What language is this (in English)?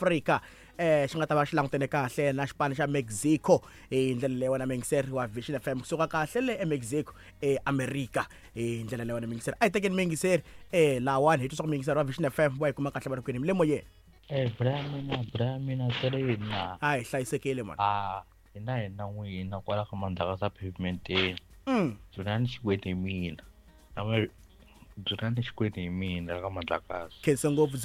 Tsonga